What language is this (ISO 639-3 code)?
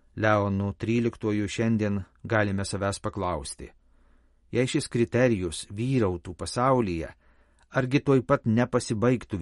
lit